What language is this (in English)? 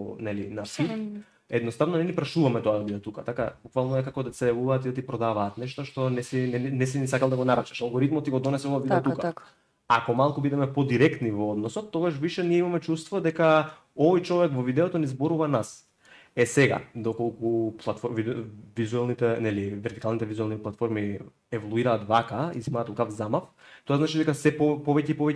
Macedonian